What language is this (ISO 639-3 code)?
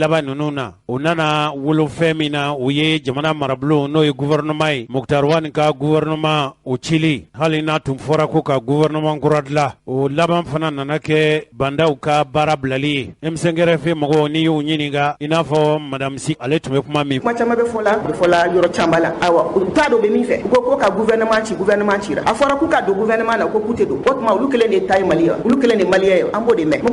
bam